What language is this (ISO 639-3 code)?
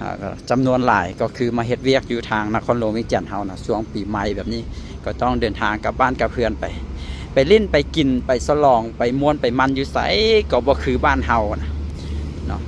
lao